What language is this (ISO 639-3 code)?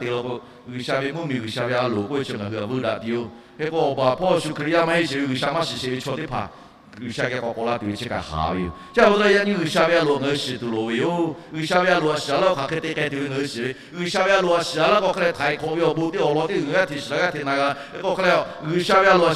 lhu